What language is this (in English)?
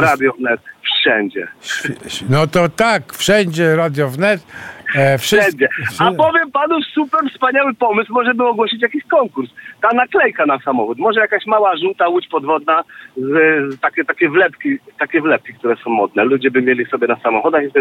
Polish